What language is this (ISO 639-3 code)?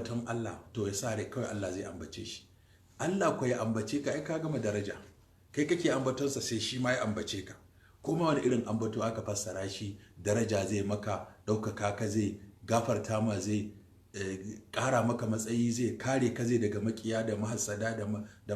hau